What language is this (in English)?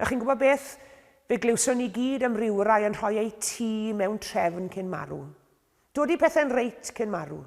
Welsh